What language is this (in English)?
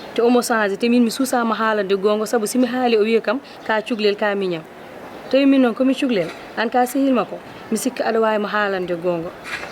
Fula